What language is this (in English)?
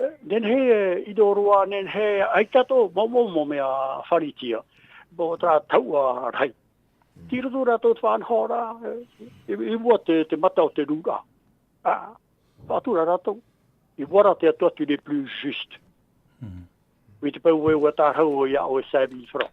Tahitian